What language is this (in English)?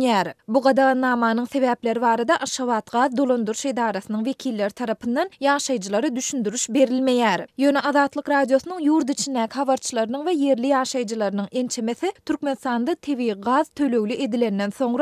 Turkmen